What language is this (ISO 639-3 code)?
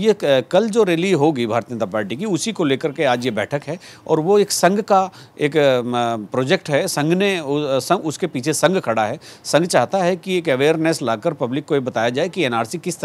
hin